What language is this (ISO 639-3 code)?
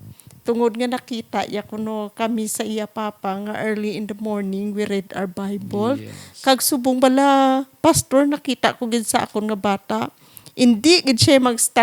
hil